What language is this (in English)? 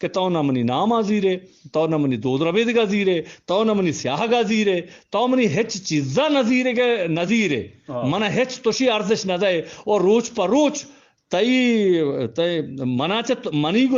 Eastern Balochi